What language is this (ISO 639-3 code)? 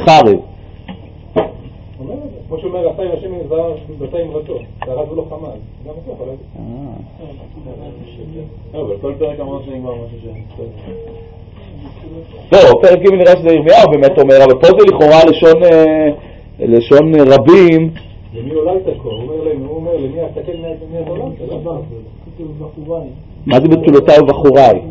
heb